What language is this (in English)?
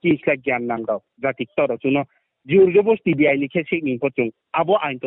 Riang (India)